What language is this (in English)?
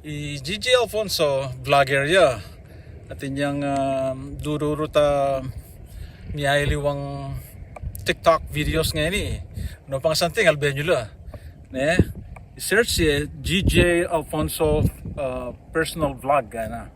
Pampanga